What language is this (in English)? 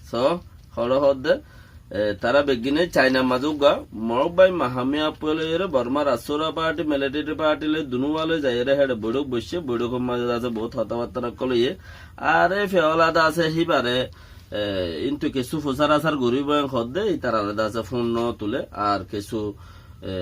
Rohingya